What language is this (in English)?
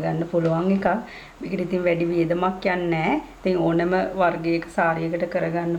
Sinhala